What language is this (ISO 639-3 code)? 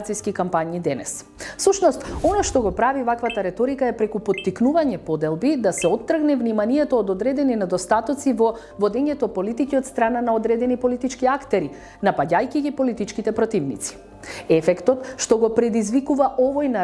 mkd